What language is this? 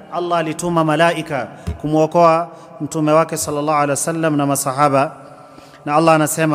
Swahili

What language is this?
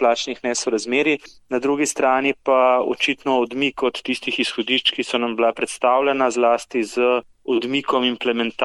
Slovenian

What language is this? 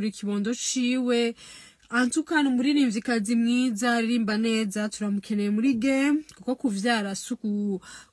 Rundi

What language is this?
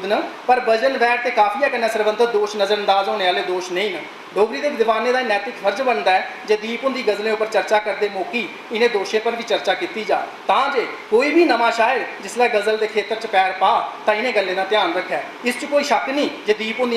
Dogri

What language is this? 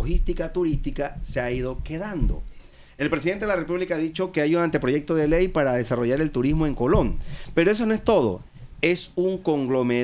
Spanish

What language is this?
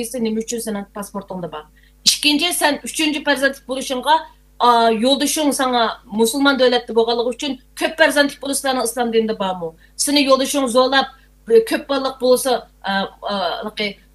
Uyghur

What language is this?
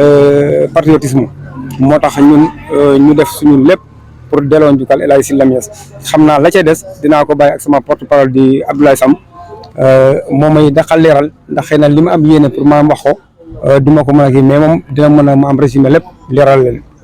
Wolof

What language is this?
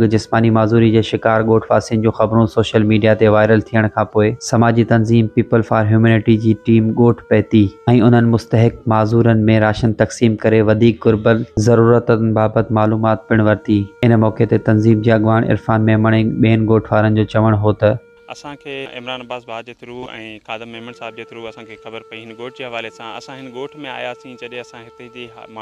Sindhi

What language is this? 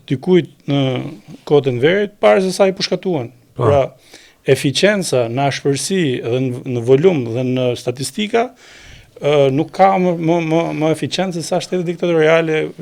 Albanian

